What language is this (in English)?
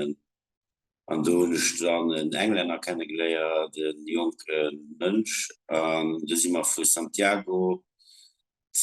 Luxembourgish